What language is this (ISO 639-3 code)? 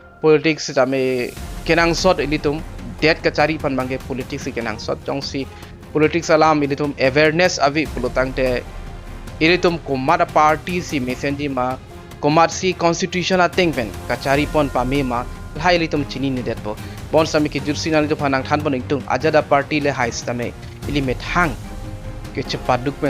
mjw